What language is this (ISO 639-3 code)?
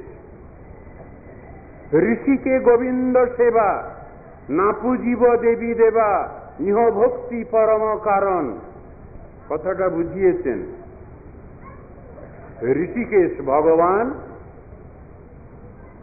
ben